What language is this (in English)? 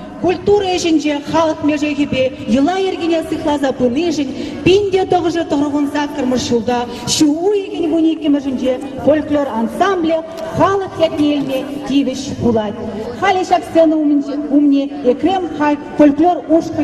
Chuvash